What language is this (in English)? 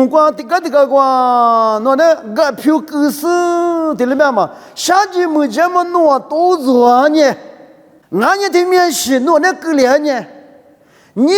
Lisu